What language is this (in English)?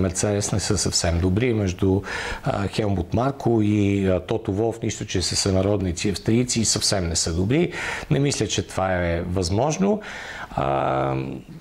Bulgarian